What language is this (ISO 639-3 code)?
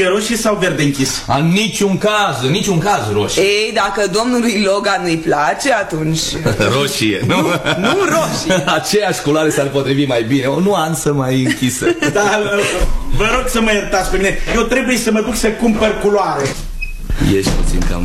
ron